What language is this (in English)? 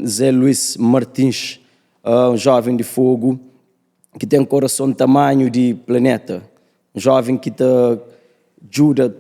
Kabuverdianu